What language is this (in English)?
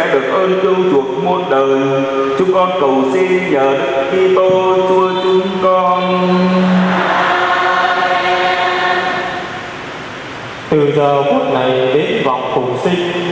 Vietnamese